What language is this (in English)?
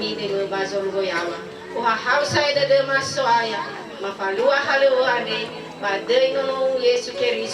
Nias